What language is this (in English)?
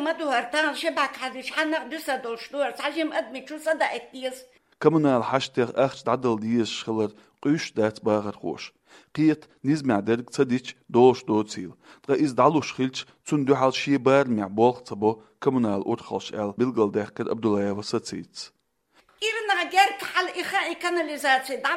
Chechen